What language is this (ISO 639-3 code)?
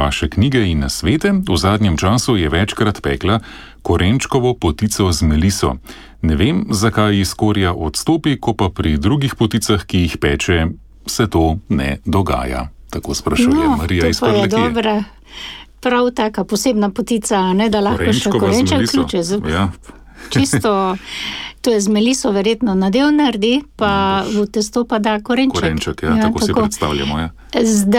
slv